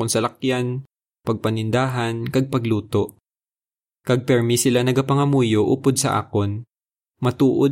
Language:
Hiligaynon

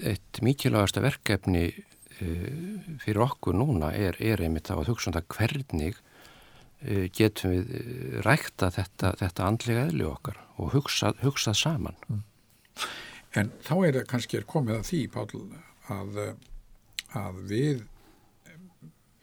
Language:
Icelandic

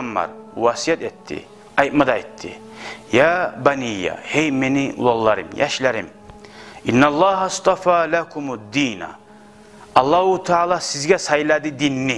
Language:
Kumyk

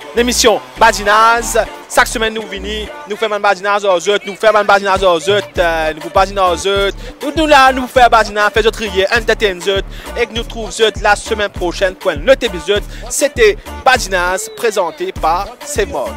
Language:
Morisyen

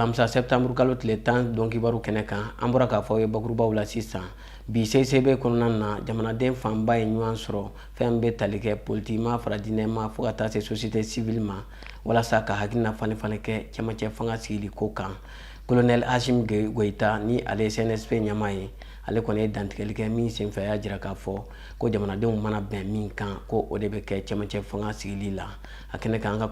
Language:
Bambara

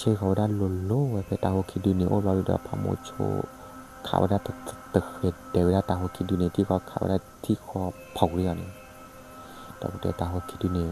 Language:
S'gaw Karen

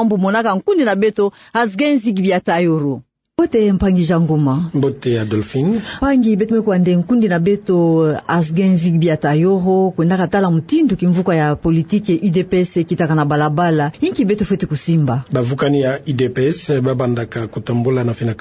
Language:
Kituba (Democratic Republic of Congo)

